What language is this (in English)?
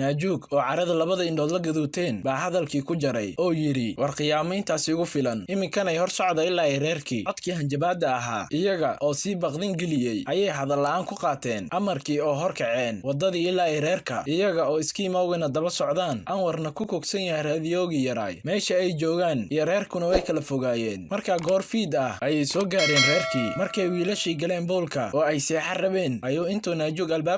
Somali